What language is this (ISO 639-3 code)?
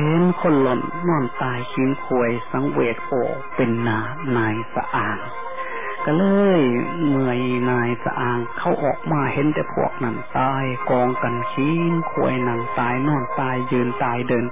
tha